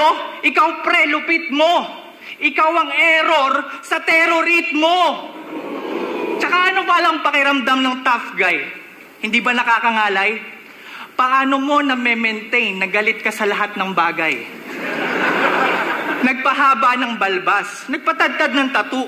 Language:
Filipino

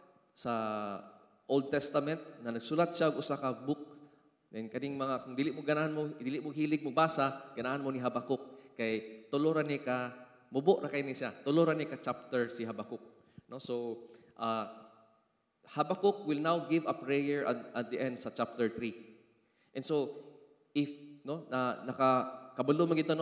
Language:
Cebuano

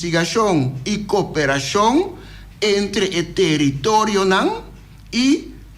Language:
Papiamento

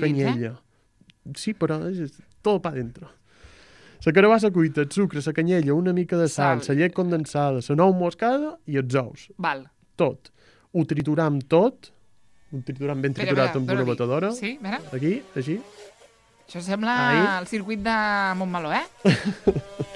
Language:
Catalan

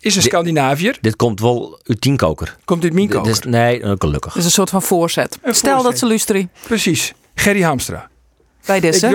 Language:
Western Frisian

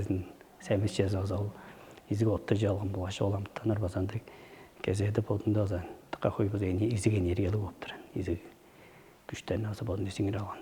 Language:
Tuvinian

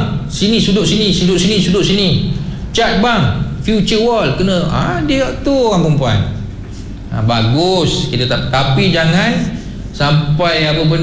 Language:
Malay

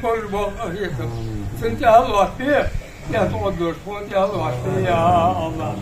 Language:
Ingush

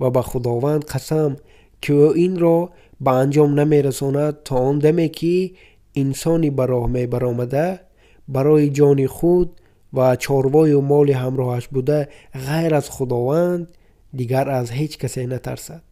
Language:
Tajik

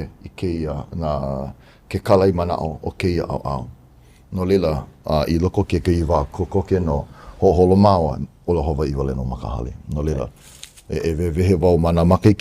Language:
Hawaiian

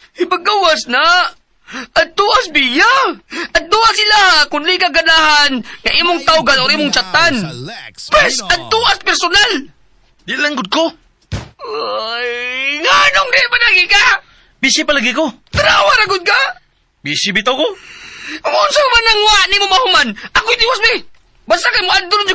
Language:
Cebuano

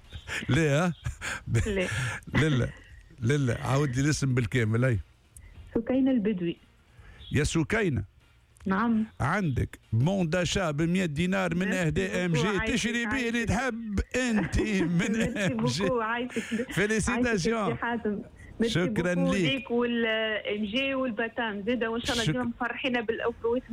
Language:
Tunisian Arabic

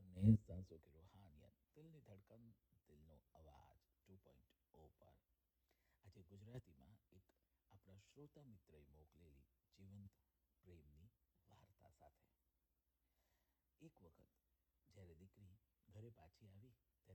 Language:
Gujarati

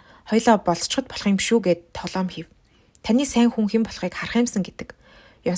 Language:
Mongolian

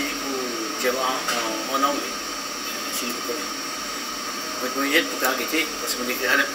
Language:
Morisyen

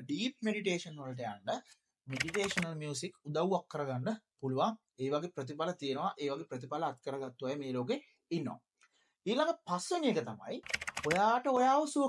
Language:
Sinhala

